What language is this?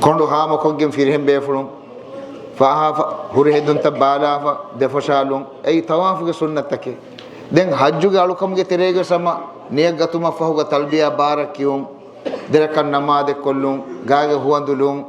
Divehi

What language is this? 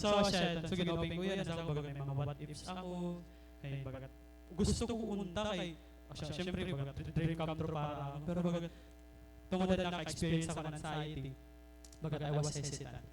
Waray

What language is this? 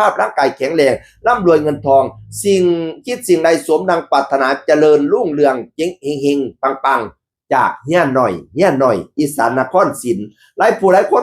Northeastern Thai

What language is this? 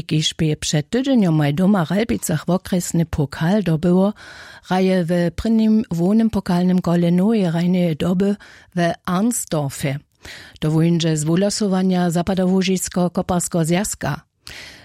Upper Sorbian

